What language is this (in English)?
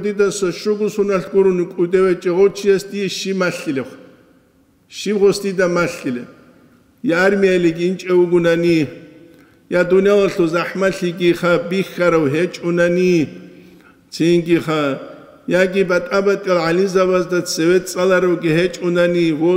Avaric